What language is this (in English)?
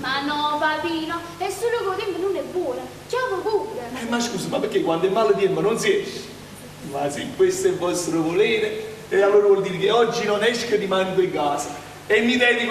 Neapolitan